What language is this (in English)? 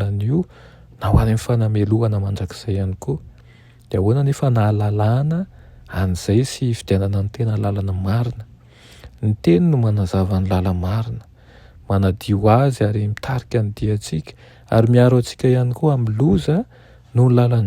Malagasy